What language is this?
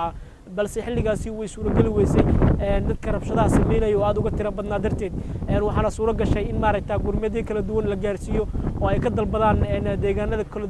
Somali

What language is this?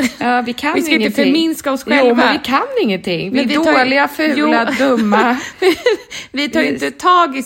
Swedish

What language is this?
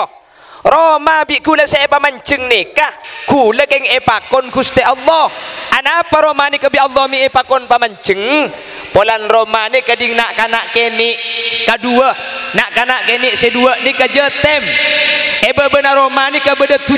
Madurese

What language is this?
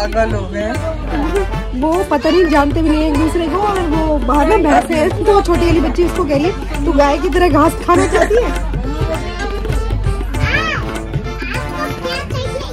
Hindi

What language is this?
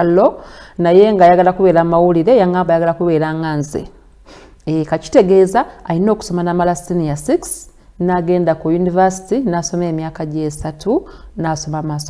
Ganda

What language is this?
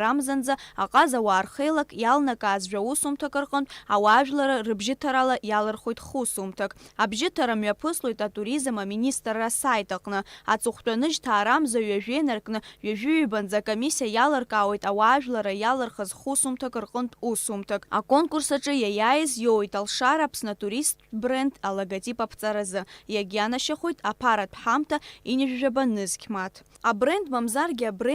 Abkhazian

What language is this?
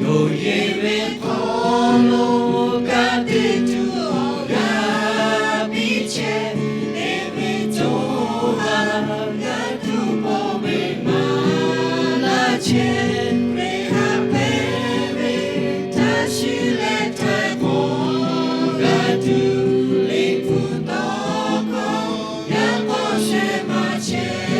Lahu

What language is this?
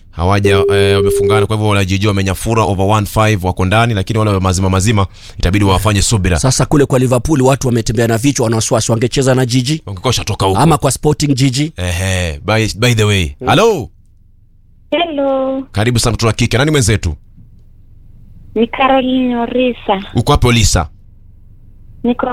Swahili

